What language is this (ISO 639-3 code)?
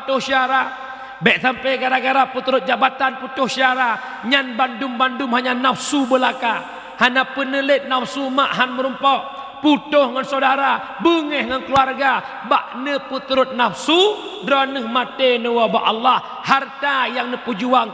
ace